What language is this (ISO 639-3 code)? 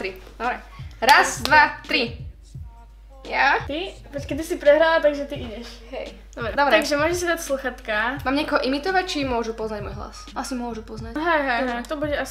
slk